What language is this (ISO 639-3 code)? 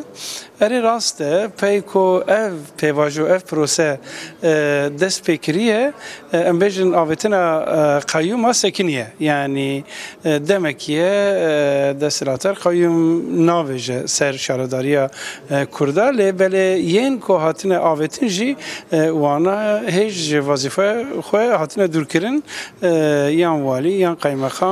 kur